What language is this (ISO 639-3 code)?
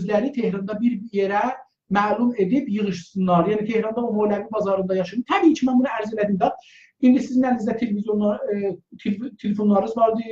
azb